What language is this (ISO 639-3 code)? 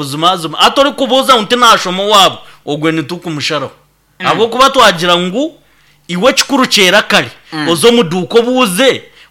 nyn